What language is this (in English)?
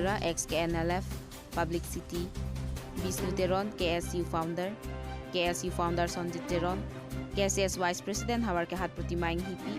Karbi